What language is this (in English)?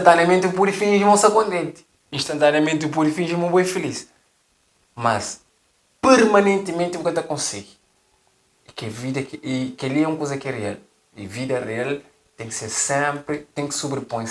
Kabuverdianu